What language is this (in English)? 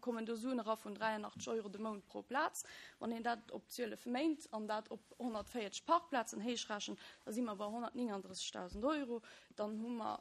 Luxembourgish